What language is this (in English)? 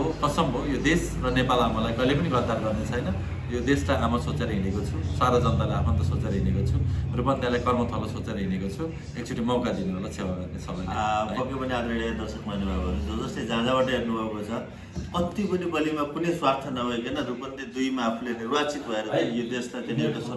Nepali